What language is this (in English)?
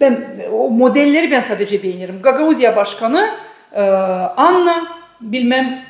Gagauz